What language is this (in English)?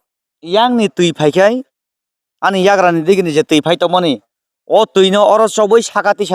Kok Borok